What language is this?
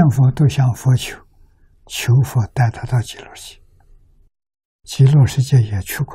Chinese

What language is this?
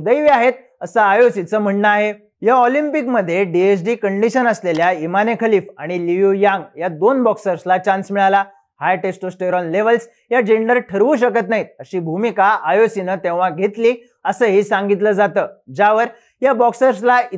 Marathi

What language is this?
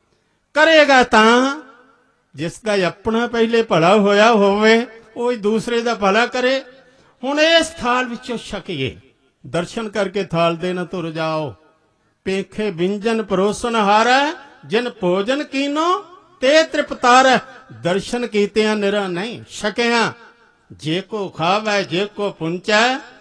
Punjabi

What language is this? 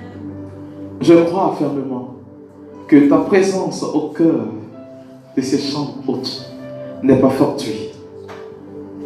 French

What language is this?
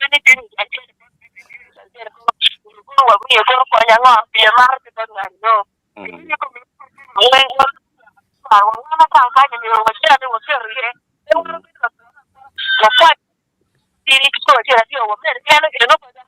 Acoli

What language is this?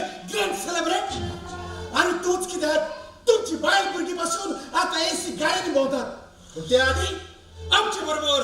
Konkani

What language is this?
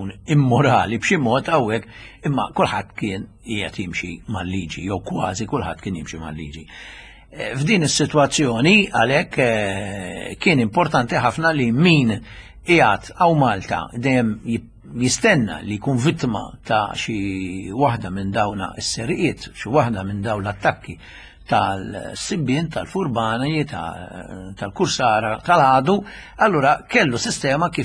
Maltese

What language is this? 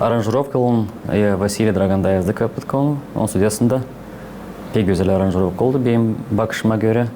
Gagauz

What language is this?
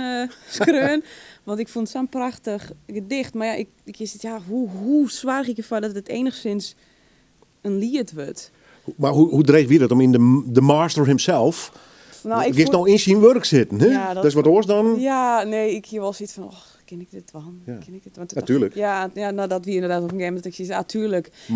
Western Frisian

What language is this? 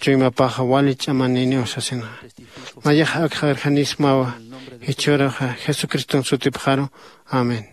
Aymara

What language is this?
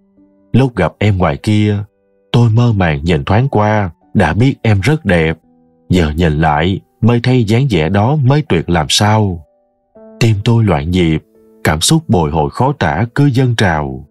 Vietnamese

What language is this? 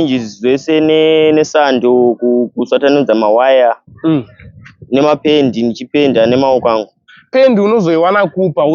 Shona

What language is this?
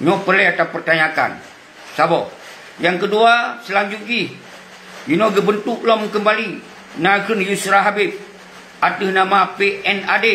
Achinese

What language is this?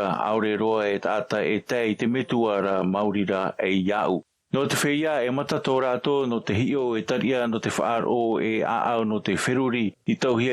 Tahitian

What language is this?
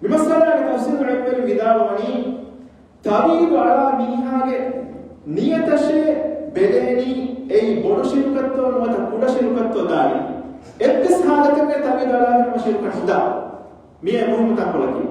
Divehi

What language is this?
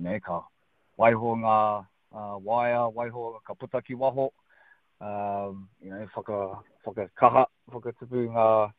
Māori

